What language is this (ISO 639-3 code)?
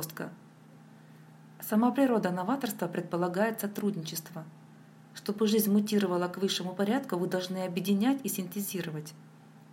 rus